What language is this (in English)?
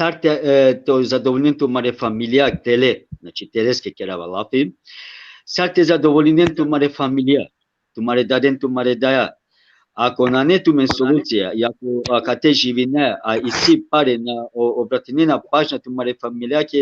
Balkan Romani